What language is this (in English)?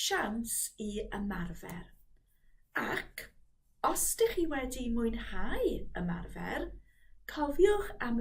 Welsh